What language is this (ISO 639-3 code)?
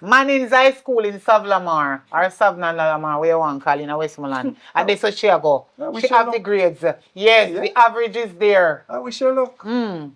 jam